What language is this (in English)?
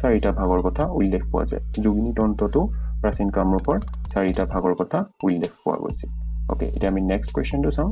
Assamese